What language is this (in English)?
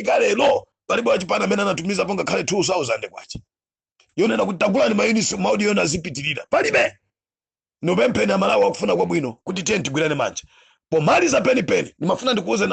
Nyanja